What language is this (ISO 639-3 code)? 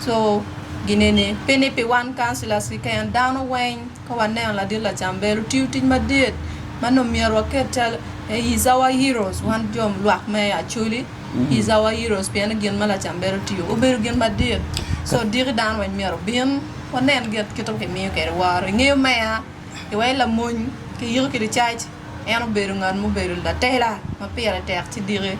ach